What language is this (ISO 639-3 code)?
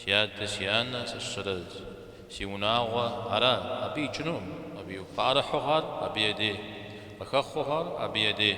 kbd